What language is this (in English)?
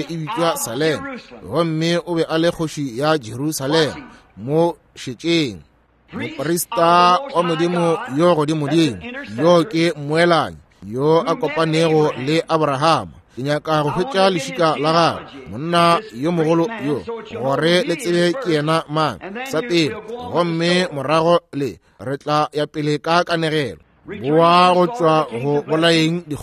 Northern Sotho